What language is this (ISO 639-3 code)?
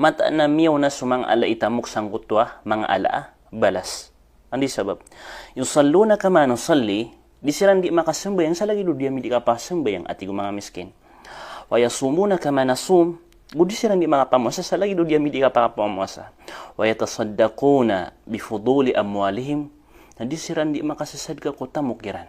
mrw